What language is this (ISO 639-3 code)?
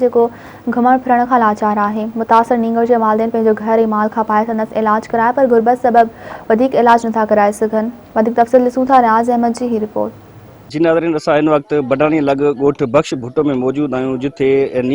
snd